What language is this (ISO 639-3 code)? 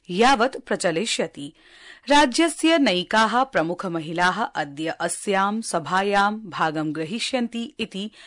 san